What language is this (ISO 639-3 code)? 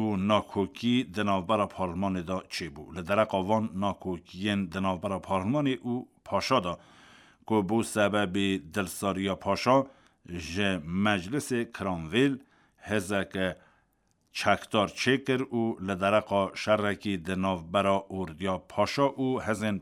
kur